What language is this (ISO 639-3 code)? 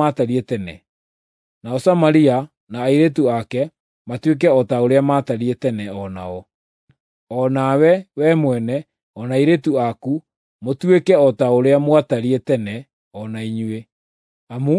kik